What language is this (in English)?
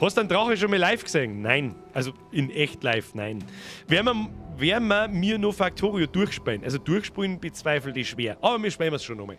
Bavarian